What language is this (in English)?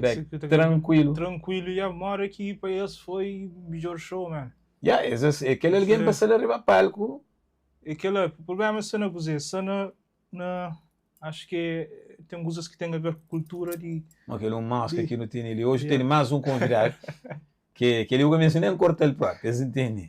Kabuverdianu